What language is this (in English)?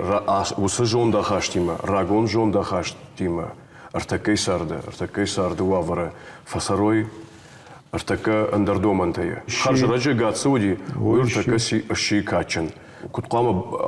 Ossetic